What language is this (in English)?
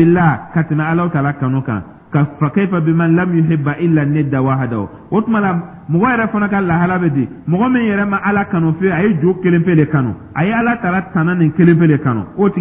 Dyula